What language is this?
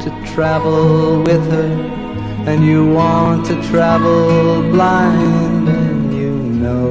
Basque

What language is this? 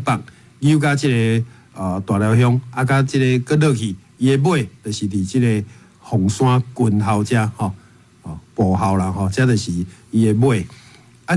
Min Nan Chinese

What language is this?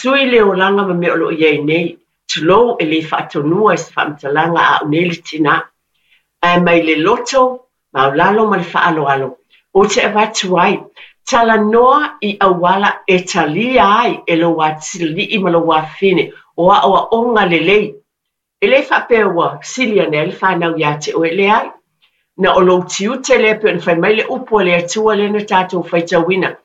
Samoan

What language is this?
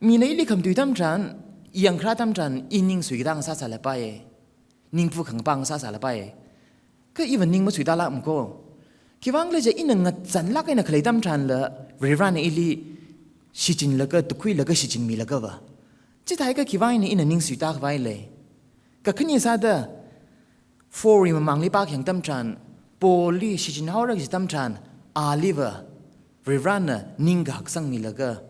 Tangkhul Naga (India)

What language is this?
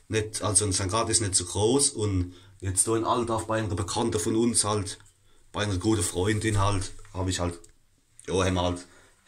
Palatine German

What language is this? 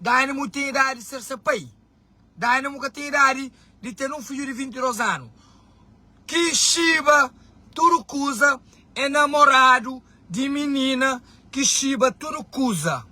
Kabuverdianu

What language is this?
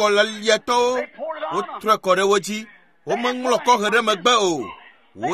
Ewe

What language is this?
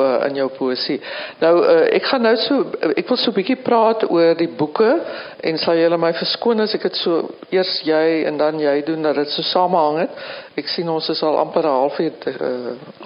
Afrikaans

